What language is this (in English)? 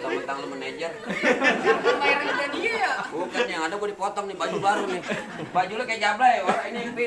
Betawi